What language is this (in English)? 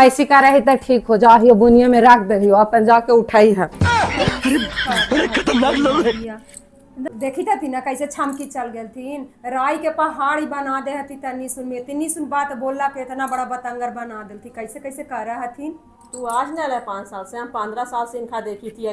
Magahi